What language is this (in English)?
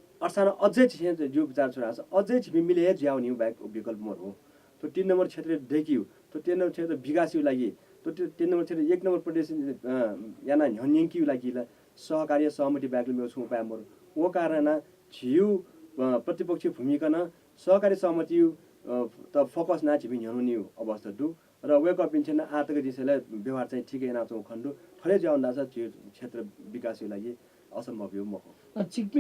Newari